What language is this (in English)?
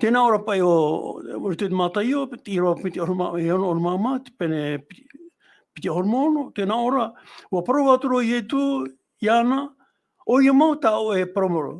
Tahitian